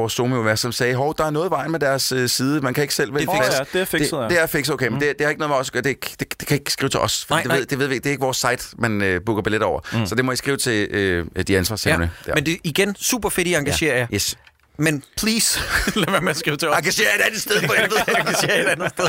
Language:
Danish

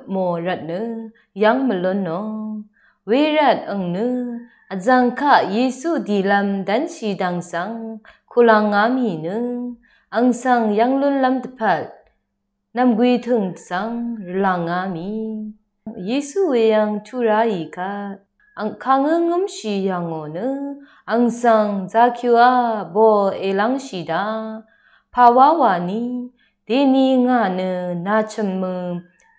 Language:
Rawang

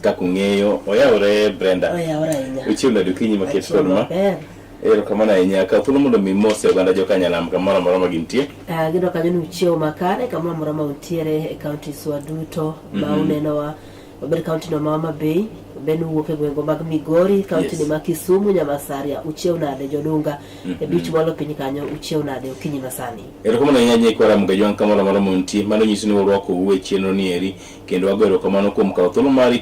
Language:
Luo (Kenya and Tanzania)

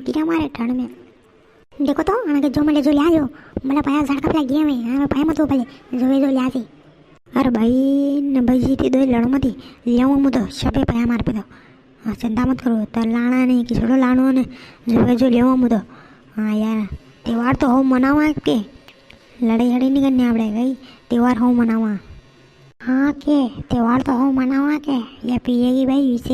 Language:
Rajasthani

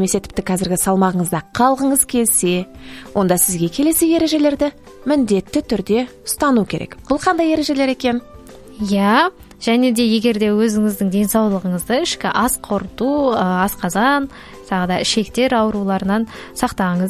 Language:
Kazakh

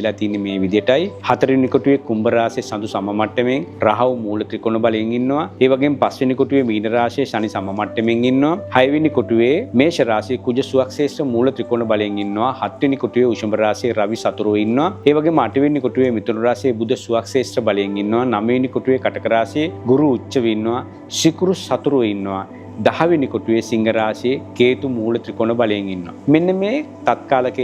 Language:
Sinhala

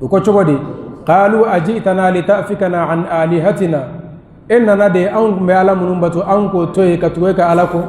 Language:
Bambara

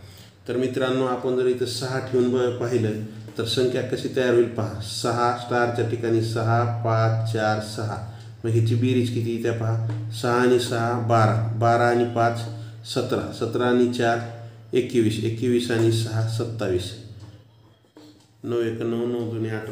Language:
Marathi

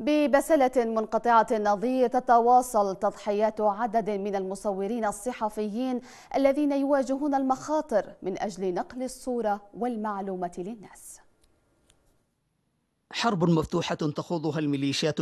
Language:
Arabic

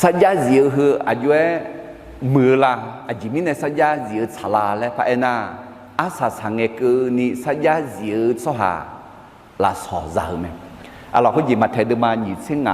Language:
Akha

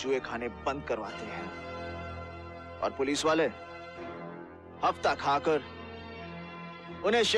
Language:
Hindi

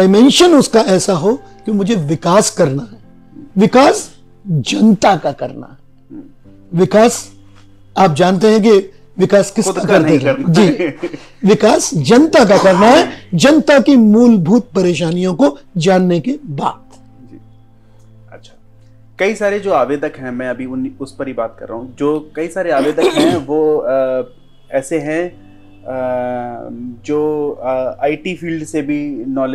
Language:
Hindi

